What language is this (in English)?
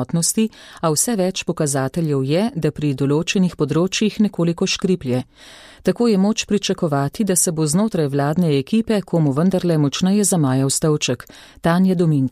Slovenian